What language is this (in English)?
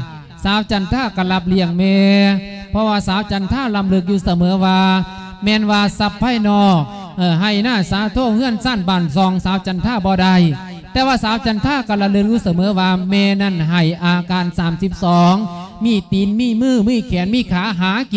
Lao